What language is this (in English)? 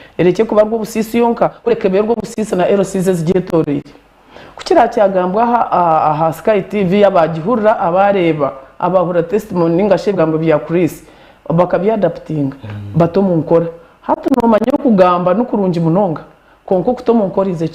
Nyankole